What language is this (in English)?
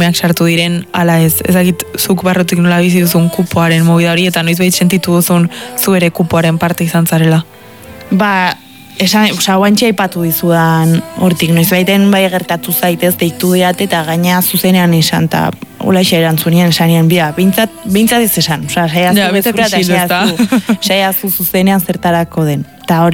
Basque